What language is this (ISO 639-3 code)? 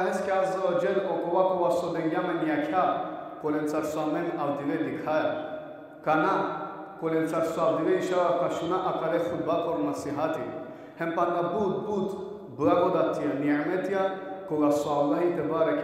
rmn